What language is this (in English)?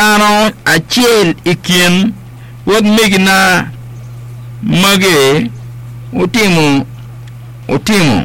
Acoli